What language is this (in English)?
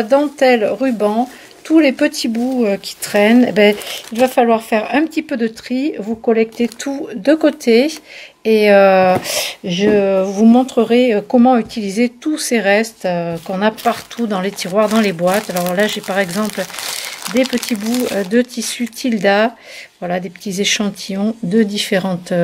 French